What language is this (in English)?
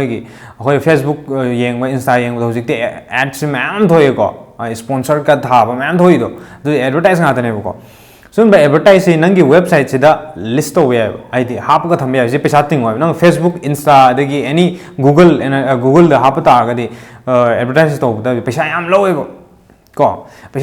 Manipuri